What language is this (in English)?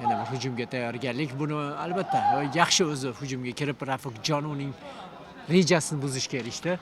Uzbek